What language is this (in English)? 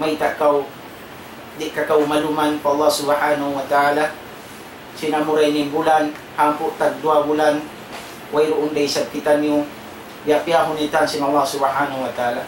Tausug